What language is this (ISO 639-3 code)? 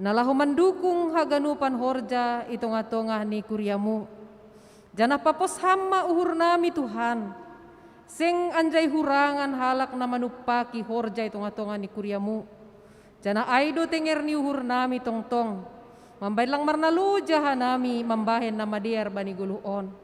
bts